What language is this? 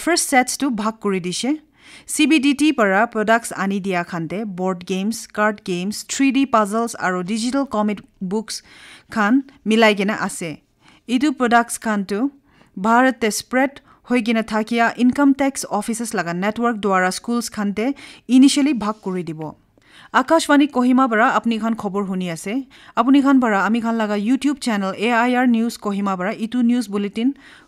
Naga Pidgin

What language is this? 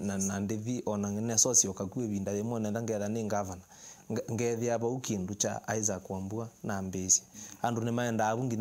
Kamba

